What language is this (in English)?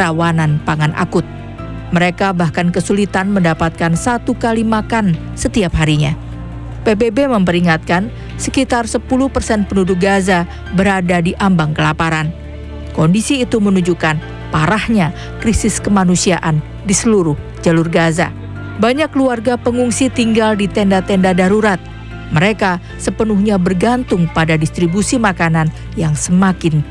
Indonesian